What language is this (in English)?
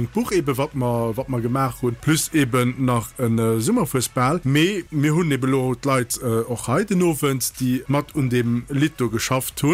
Luxembourgish